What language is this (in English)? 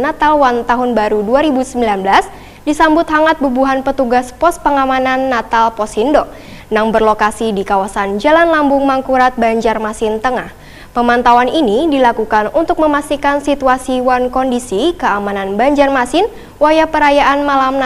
Banjar